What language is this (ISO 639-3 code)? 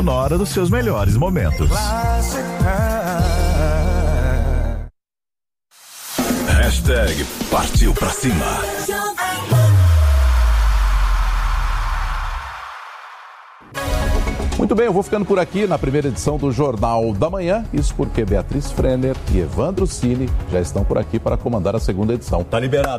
por